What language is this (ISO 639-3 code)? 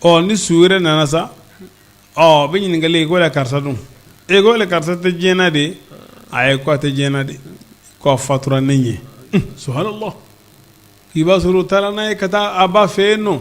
bam